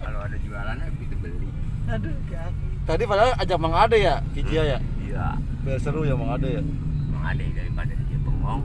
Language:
Betawi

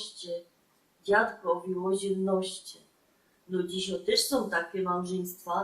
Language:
Silesian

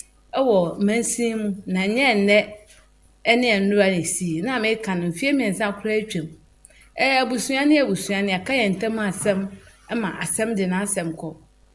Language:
Akan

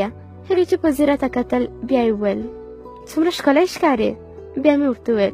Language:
Pashto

